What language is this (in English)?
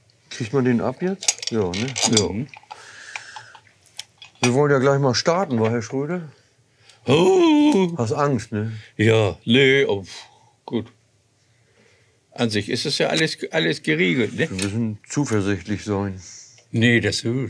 German